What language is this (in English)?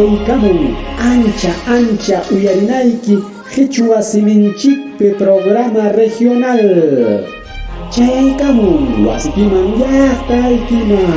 Ayacucho Quechua